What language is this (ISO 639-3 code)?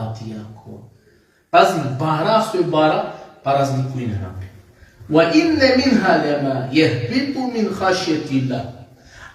rmn